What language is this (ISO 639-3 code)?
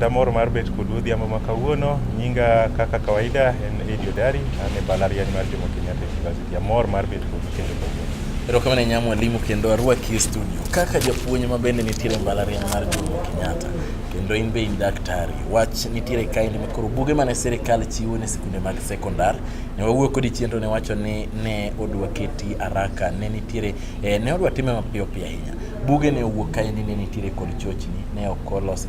luo